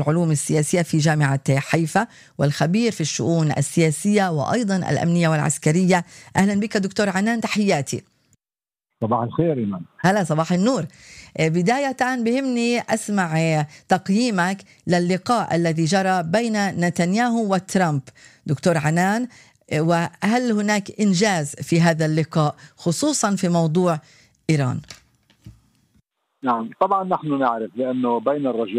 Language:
Arabic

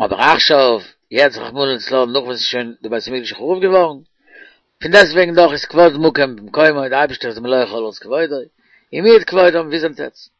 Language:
Yiddish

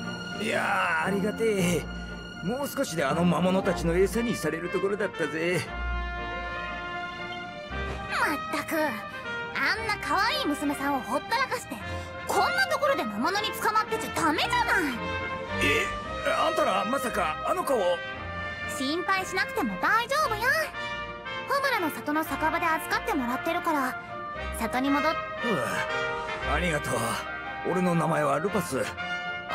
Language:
Japanese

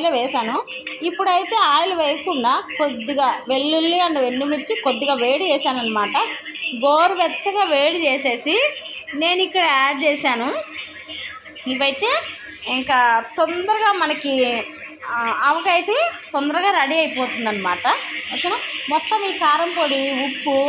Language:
Telugu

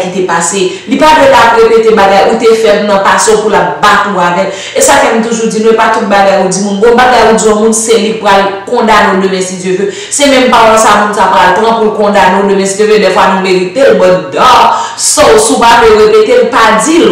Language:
Haitian Creole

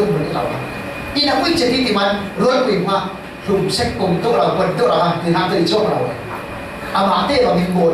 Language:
Falam Chin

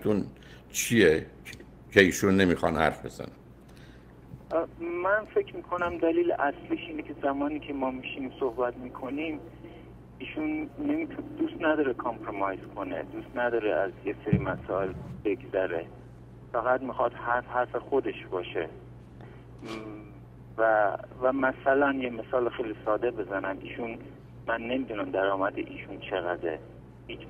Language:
Persian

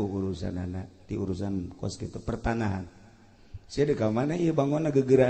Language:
Sundanese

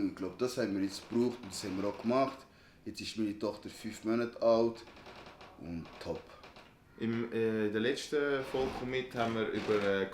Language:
Swiss German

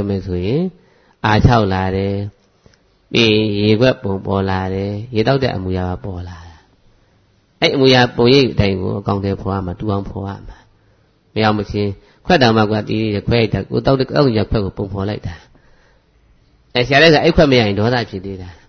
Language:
Burmese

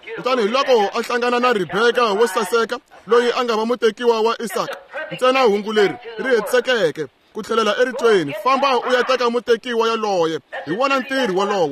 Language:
Tsonga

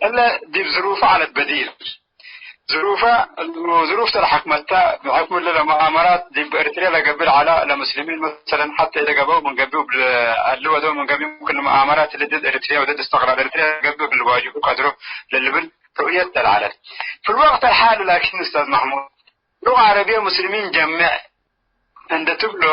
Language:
Tigre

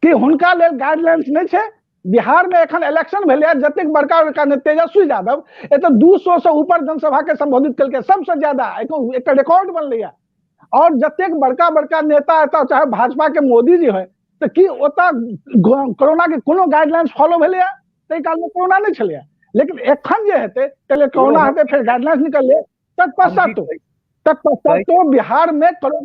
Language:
Maithili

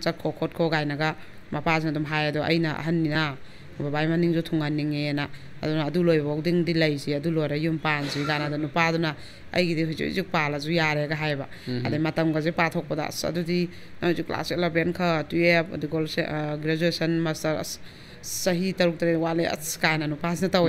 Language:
Manipuri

